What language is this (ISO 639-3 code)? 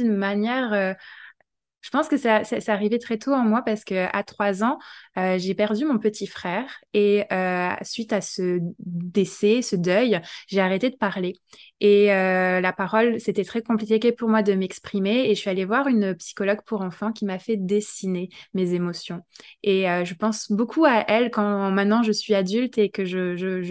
fra